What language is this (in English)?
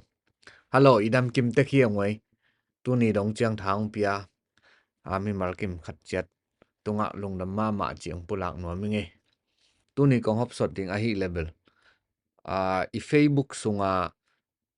Tedim Chin